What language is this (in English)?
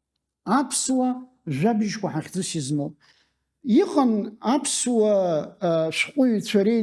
Abkhazian